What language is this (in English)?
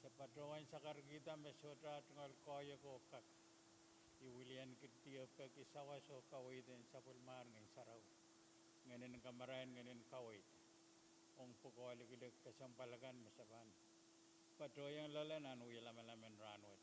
Pohnpeian